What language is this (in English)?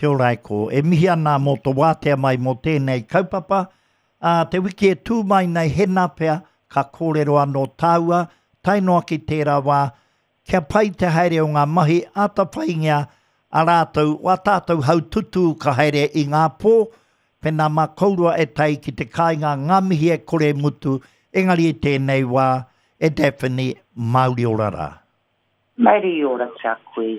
Māori